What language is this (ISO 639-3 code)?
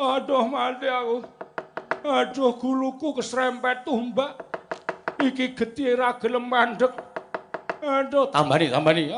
jav